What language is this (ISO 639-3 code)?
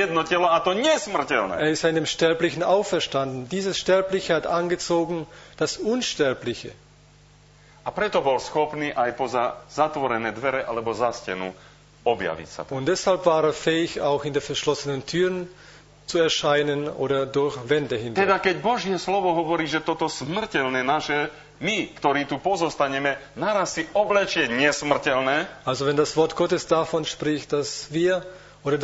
slk